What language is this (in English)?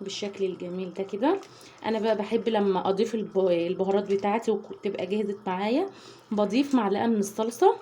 Egyptian Arabic